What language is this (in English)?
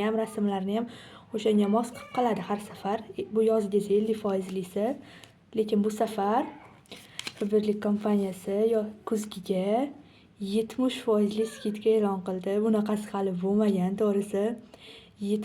Uzbek